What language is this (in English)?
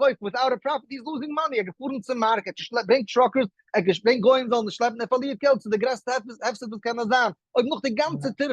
Yiddish